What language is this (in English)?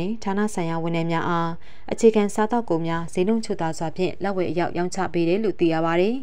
Burmese